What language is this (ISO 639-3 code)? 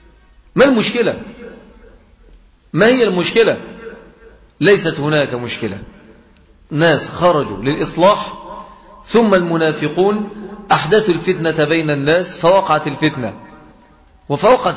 ara